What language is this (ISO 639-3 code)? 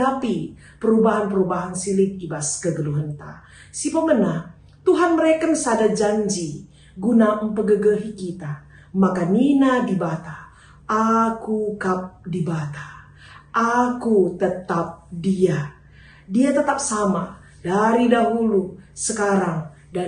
btx